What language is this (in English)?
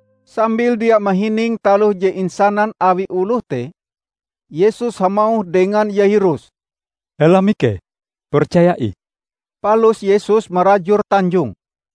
Ngaju